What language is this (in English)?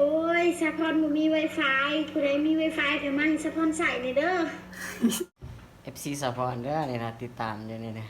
Lao